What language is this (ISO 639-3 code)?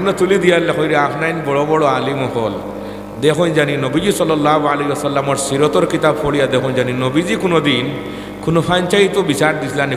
syl